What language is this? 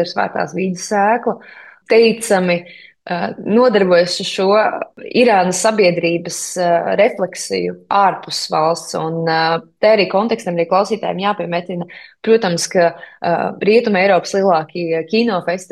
Latvian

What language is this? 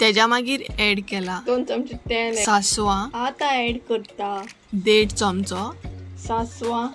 Konkani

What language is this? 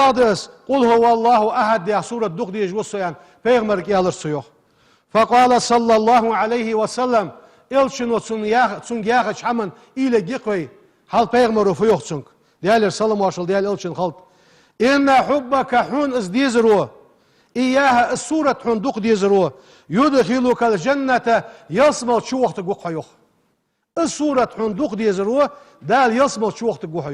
Ingush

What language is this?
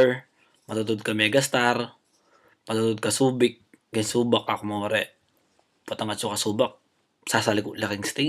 Pampanga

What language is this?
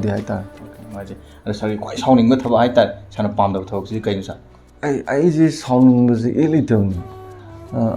Manipuri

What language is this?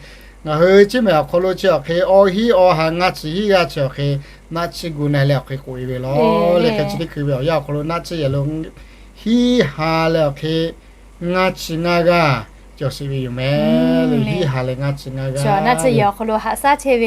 Lahu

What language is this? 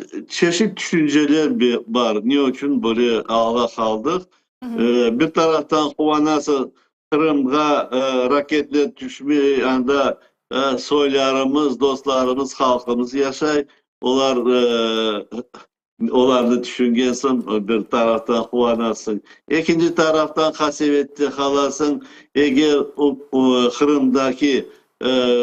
Crimean Tatar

